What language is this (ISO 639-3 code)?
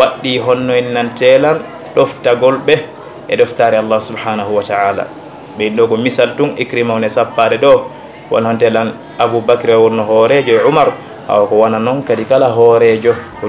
ful